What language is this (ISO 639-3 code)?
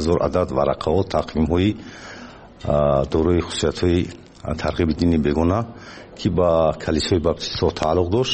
fas